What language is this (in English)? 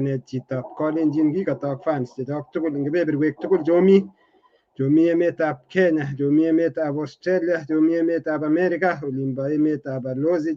Kalenjin